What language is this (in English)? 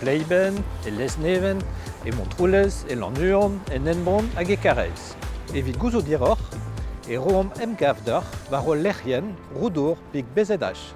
Breton